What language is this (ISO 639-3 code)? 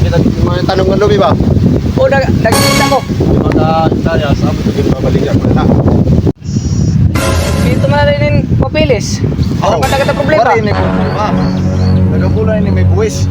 war